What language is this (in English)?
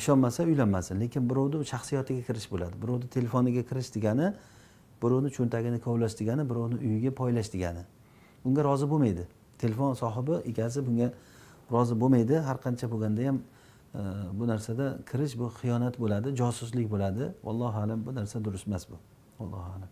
Uzbek